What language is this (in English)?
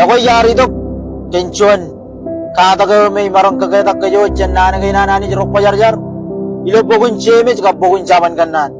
Marshallese